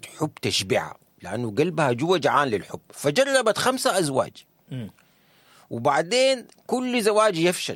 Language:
Sudanese Arabic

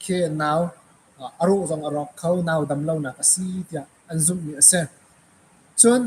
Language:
Hakha Chin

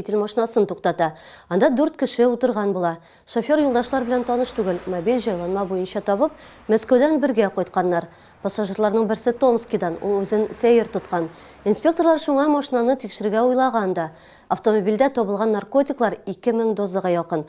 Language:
Tatar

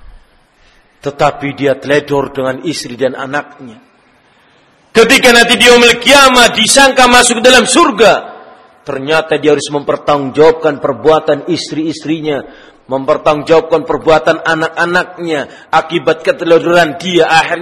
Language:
Indonesian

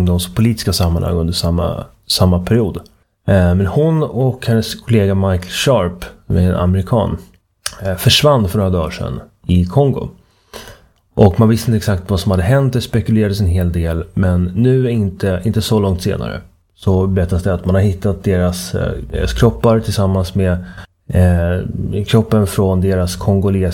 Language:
Swedish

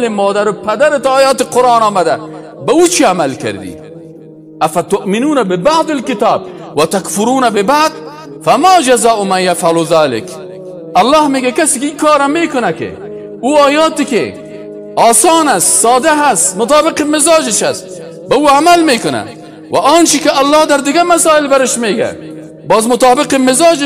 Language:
Persian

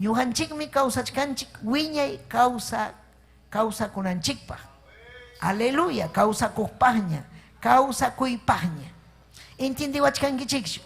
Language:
Ayacucho Quechua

